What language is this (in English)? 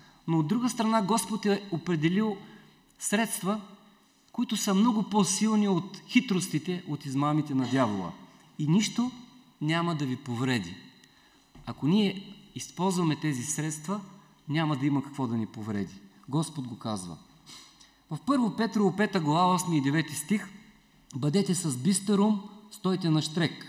Bulgarian